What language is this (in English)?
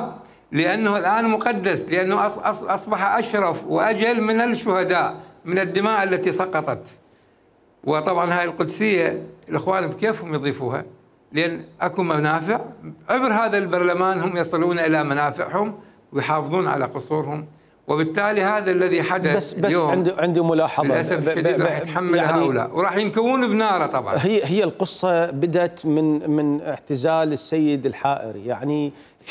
Mesopotamian Arabic